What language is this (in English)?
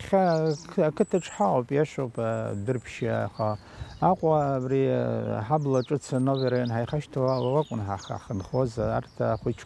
Abkhazian